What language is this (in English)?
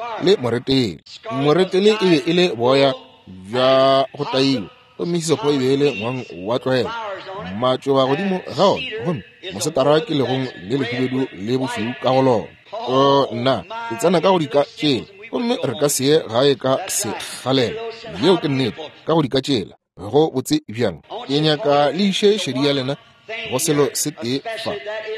Northern Sotho